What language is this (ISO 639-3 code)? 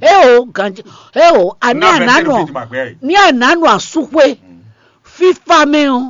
fon